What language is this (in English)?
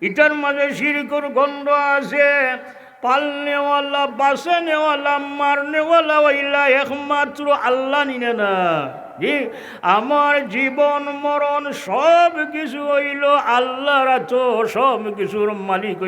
Sylheti